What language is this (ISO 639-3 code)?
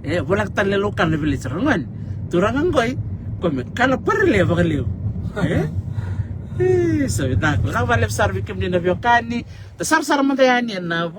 fij